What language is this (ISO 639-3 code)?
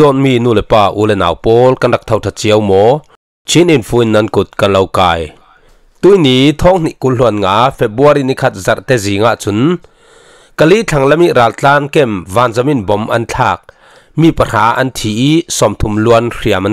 cfm